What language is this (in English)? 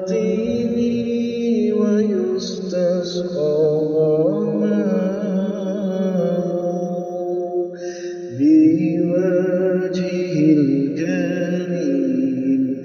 Arabic